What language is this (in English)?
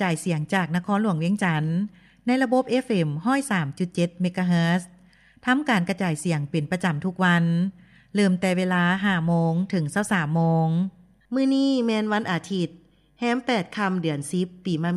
Lao